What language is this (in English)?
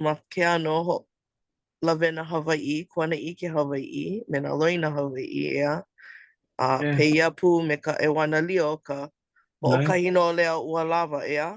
Hawaiian